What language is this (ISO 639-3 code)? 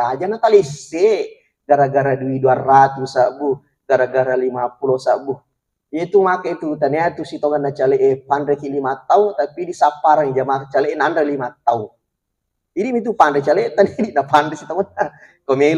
bug